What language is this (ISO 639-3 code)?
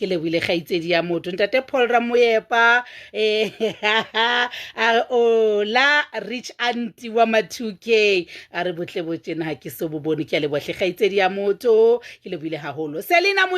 sot